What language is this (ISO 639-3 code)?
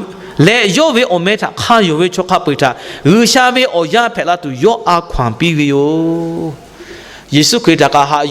lhu